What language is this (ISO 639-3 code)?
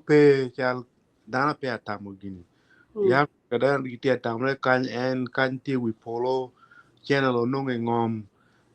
ach